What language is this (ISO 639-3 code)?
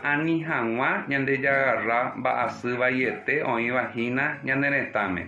grn